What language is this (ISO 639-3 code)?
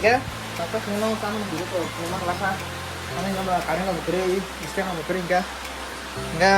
trp